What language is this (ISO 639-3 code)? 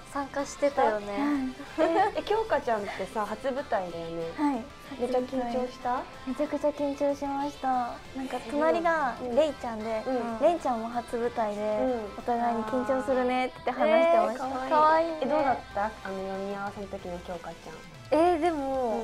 jpn